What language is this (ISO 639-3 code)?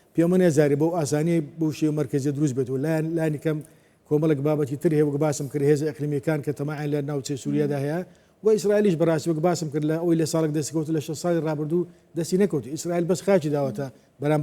ckb